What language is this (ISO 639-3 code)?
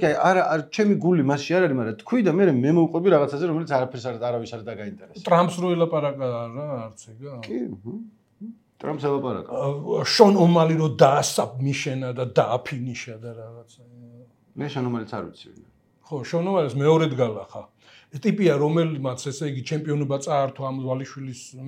kat